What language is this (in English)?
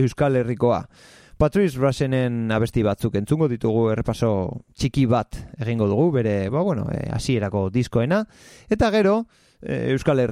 Basque